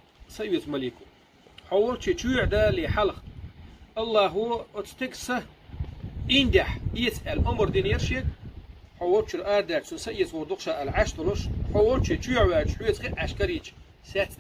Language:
Chechen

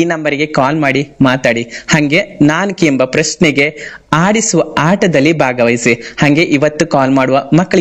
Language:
Kannada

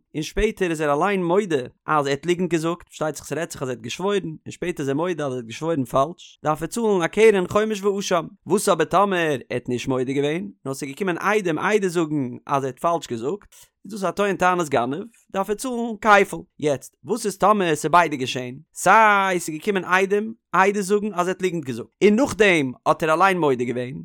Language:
Yiddish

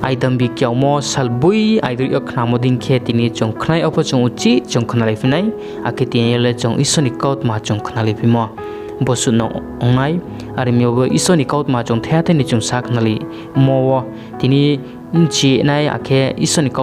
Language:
Riang (India)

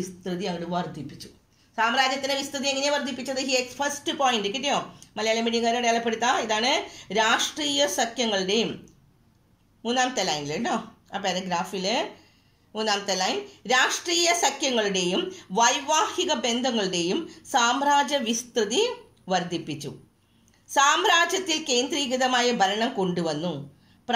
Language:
Malayalam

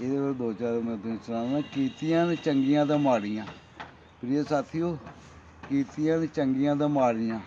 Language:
Dogri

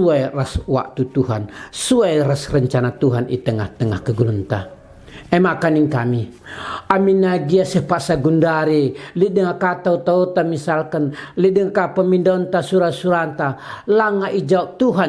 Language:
Batak Karo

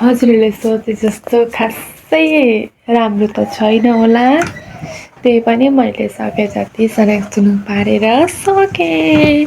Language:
Nepali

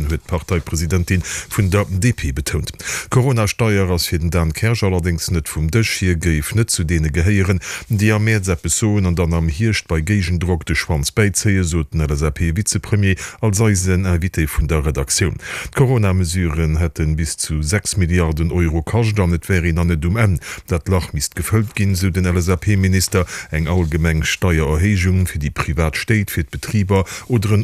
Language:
Luxembourgish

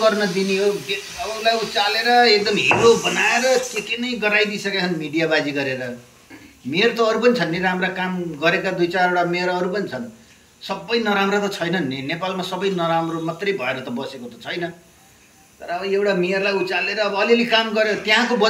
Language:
Nepali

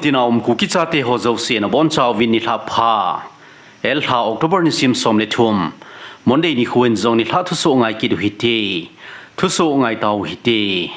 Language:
Thado Chin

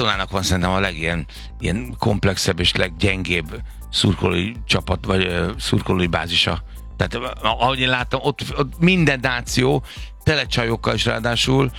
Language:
Hungarian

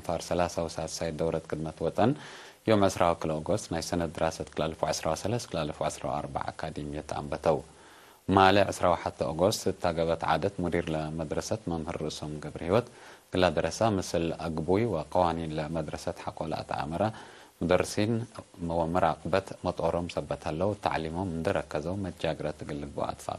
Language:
Tigre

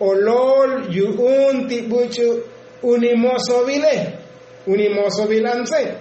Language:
Tzotzil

